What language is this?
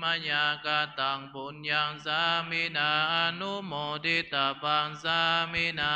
Pali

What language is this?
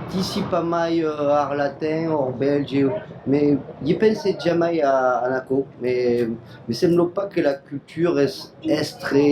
Occitan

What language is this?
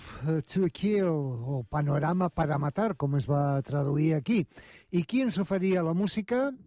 Catalan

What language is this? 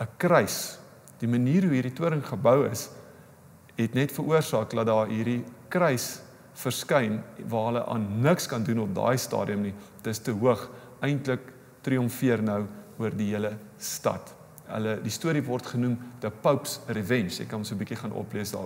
Afrikaans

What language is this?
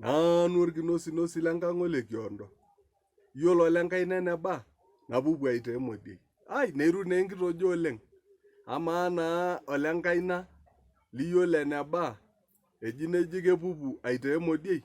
Masai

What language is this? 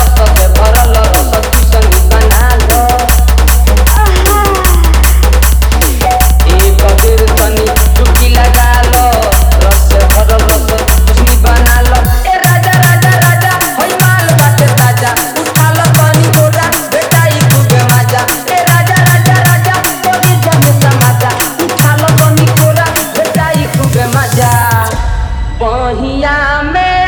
Bhojpuri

